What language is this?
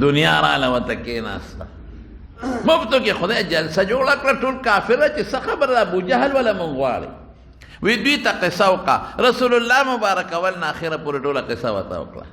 Pashto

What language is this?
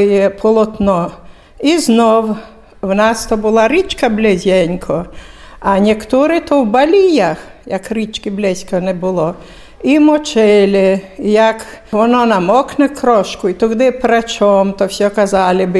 Ukrainian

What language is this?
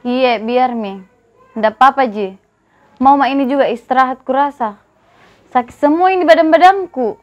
Makassar Malay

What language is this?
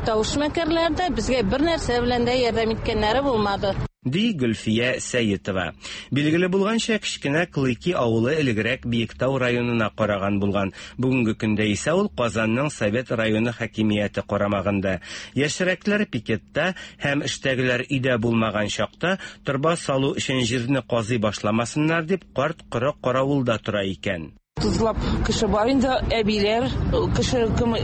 Tatar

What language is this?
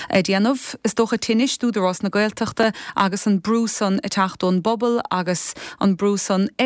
Irish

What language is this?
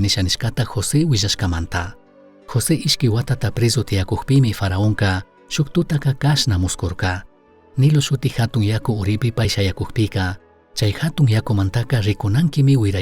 Chimborazo Highland Quichua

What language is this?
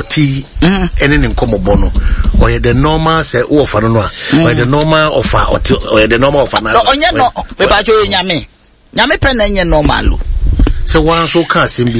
Akan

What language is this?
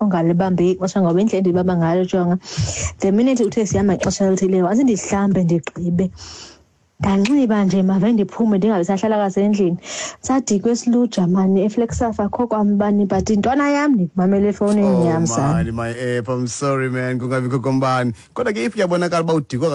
Xhosa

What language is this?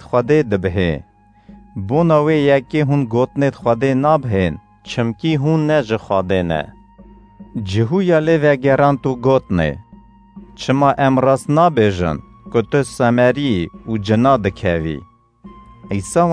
Kurdish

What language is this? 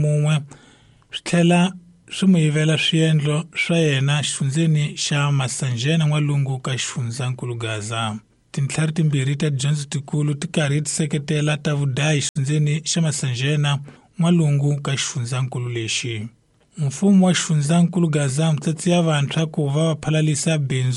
Tsonga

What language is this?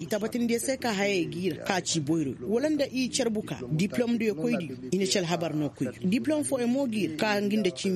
Koyraboro Senni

